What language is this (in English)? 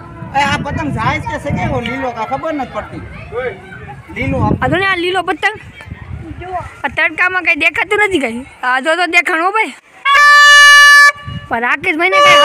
Gujarati